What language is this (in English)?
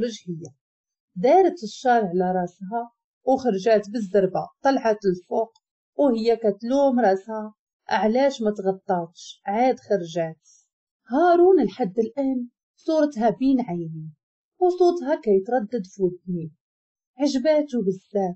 Moroccan Arabic